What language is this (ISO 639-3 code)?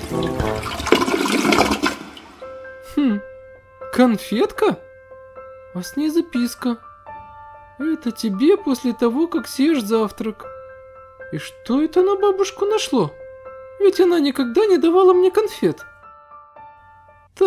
rus